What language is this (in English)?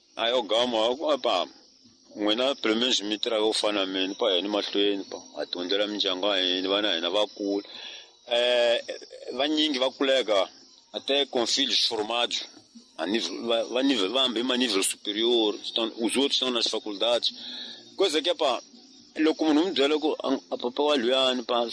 Tsonga